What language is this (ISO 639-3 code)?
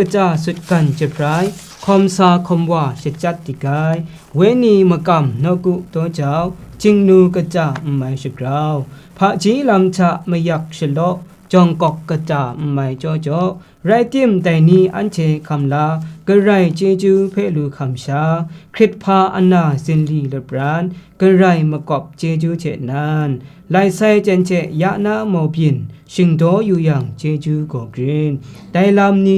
kac